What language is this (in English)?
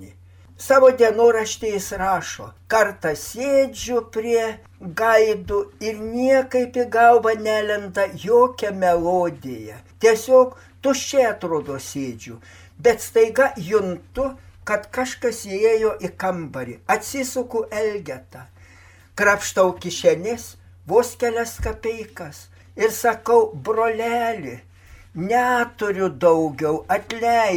Lithuanian